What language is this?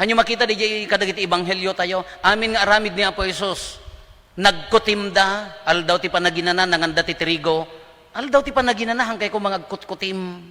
Iloko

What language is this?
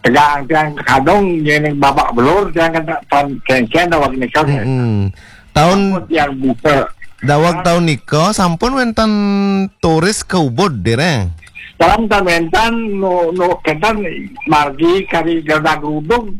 Balinese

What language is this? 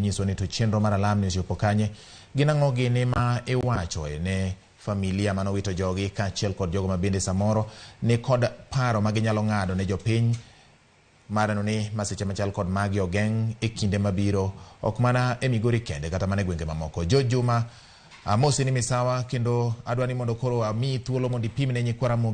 Luo (Kenya and Tanzania)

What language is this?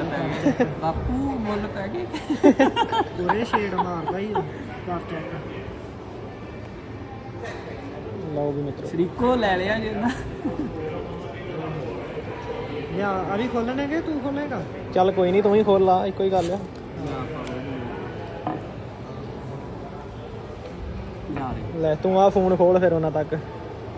Punjabi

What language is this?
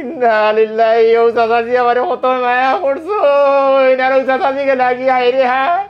Sylheti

